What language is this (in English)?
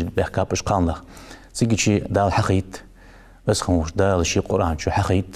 Ingush